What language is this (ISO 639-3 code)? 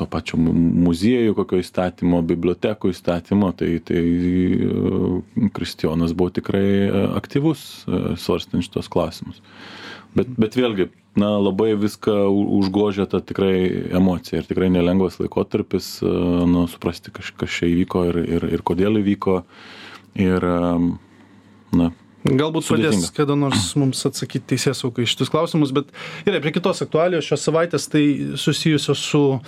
lit